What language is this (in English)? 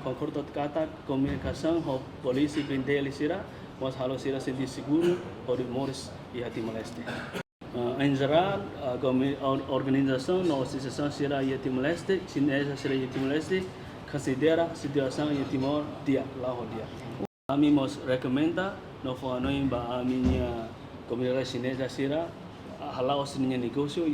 Tetum